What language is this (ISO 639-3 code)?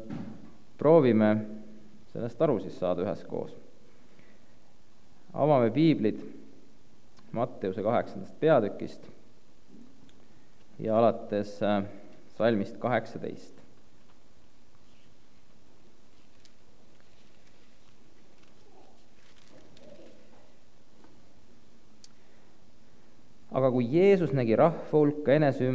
est